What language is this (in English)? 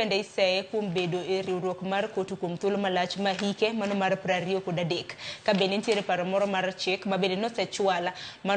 Luo (Kenya and Tanzania)